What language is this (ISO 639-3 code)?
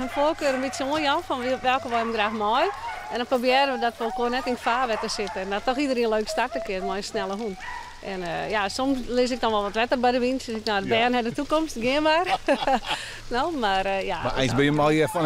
fry